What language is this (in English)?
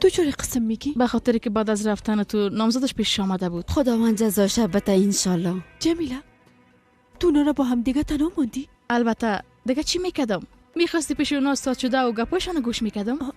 Persian